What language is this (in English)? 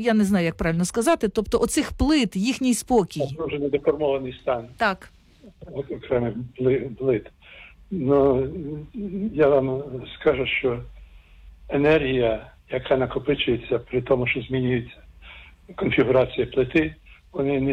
Ukrainian